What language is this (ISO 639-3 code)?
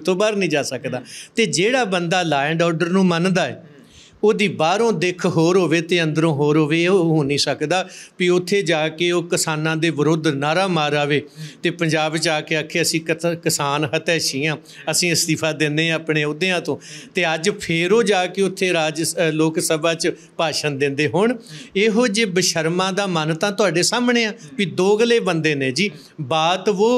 pan